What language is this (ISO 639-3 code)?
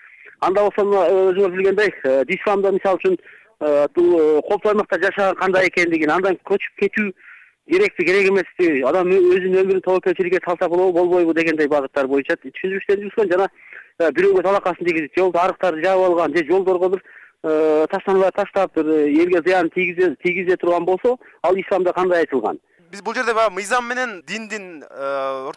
kir